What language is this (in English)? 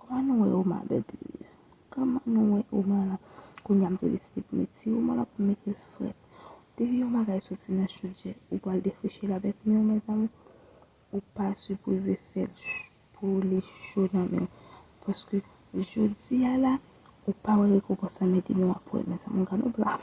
Haitian Creole